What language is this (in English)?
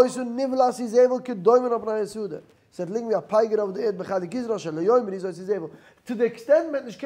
Yiddish